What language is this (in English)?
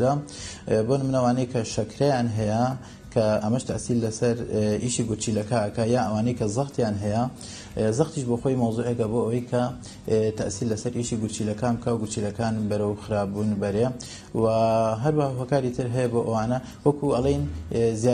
Central Kurdish